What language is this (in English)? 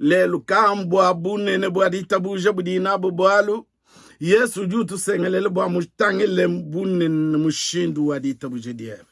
Luba-Lulua